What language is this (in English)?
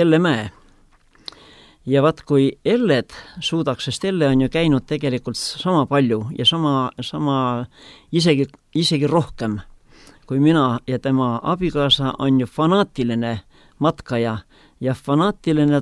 Estonian